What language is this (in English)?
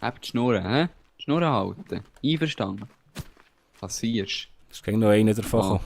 Swiss German